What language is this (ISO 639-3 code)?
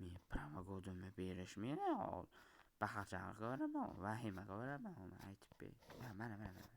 uzb